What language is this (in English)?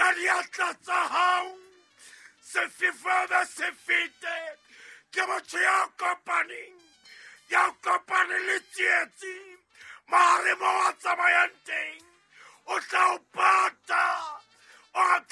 Southern Sotho